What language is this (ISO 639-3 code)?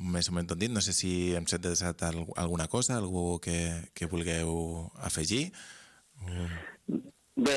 cat